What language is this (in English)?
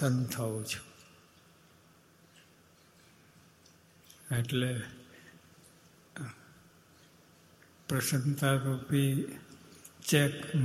Gujarati